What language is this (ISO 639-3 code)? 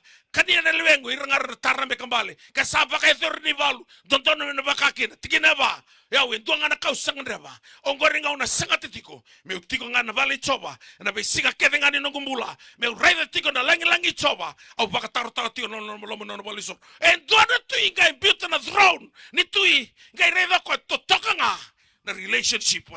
fij